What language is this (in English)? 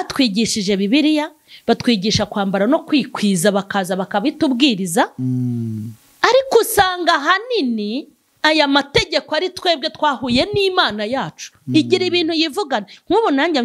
Kinyarwanda